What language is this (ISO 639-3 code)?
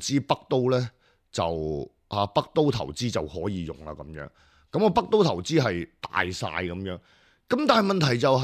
yue